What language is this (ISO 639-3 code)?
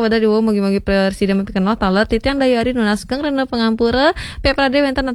ban